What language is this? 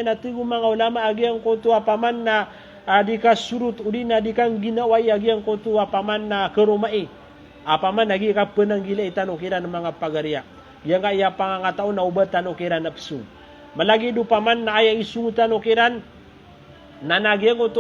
Maranao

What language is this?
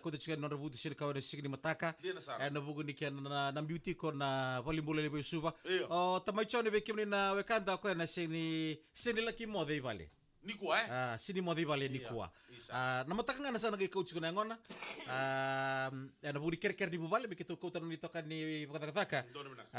Fijian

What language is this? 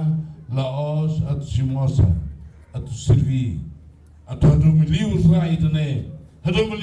Tetum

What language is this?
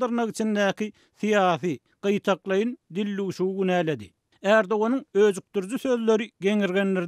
Turkmen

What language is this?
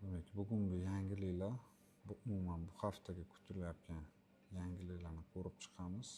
Uzbek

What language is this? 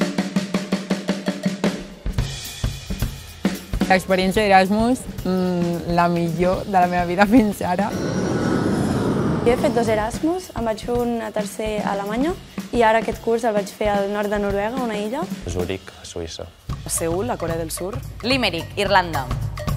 Catalan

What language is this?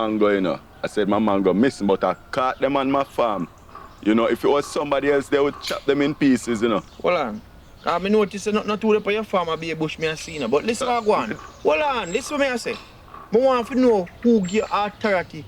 Jamaican Creole English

